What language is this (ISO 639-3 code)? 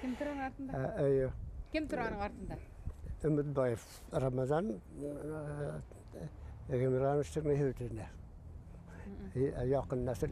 bak